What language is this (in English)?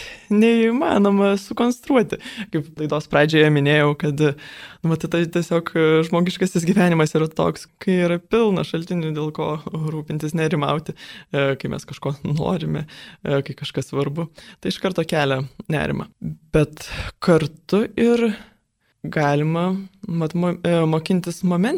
Lithuanian